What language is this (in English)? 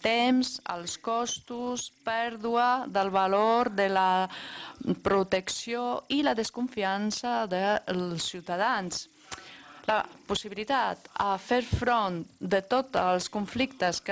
Catalan